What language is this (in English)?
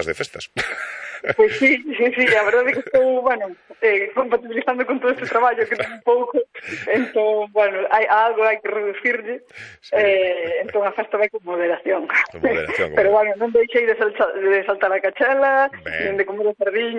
Galician